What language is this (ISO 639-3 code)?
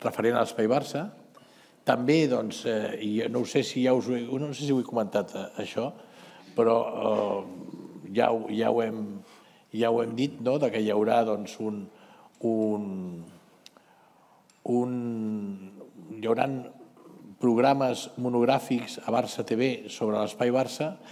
cat